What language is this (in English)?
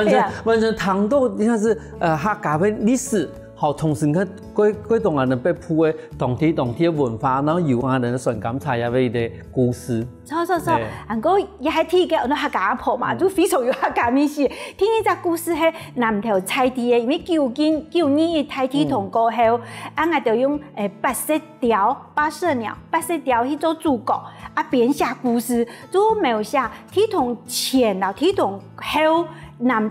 Hakka Chinese